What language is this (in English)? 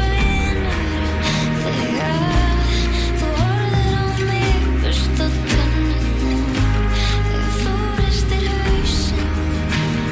Icelandic